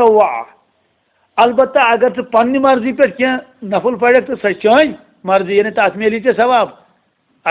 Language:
Kashmiri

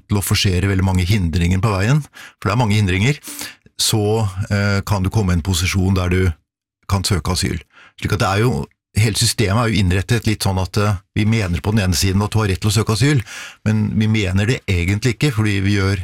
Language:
Norwegian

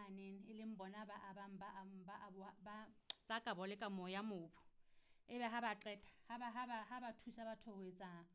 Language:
Southern Sotho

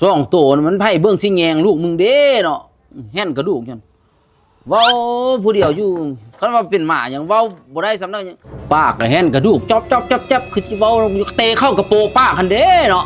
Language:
Northeastern Thai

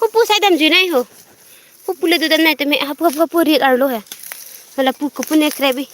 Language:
Karbi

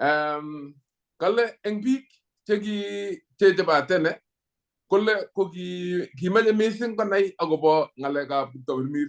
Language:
Kalenjin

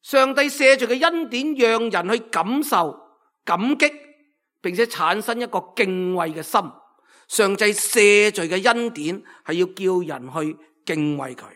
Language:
Cantonese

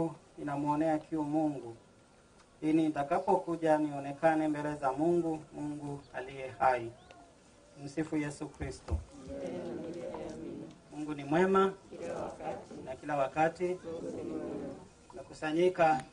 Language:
Swahili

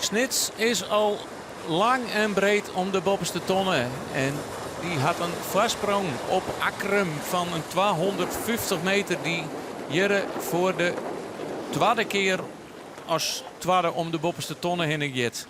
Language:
Western Frisian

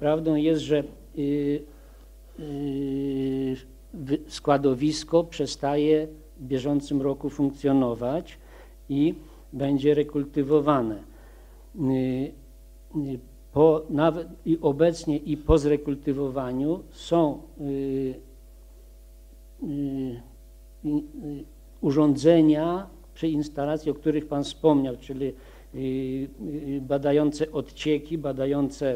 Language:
Polish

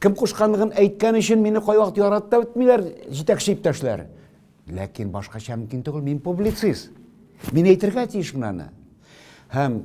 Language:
Tatar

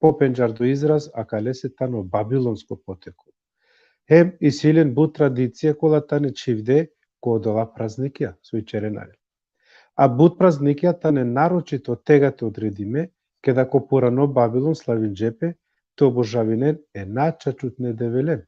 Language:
Balkan Romani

